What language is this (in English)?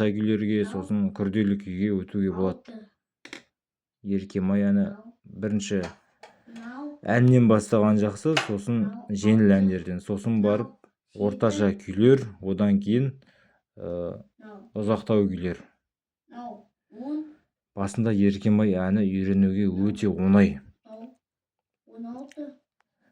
Kazakh